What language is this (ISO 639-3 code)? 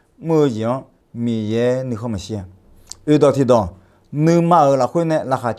ahk